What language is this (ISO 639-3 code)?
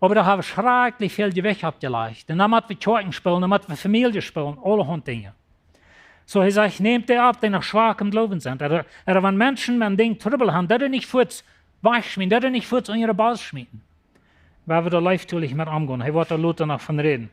pdt